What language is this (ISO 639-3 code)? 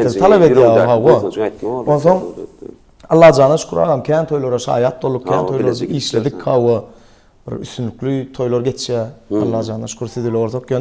tuk